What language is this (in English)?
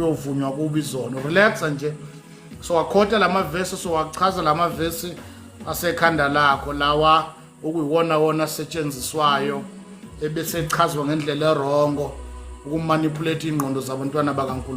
Zulu